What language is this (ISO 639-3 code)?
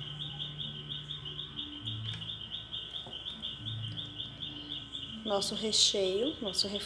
por